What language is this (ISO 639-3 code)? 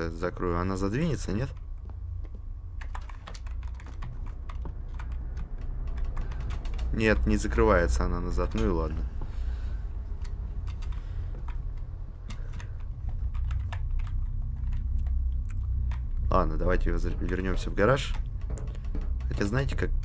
rus